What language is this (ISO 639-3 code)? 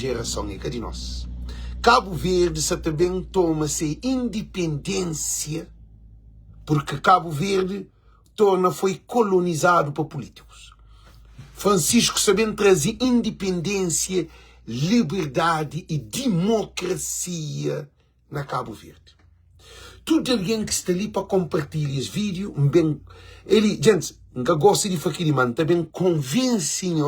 kea